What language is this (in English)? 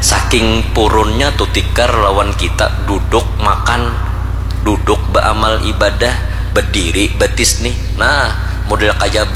Banjar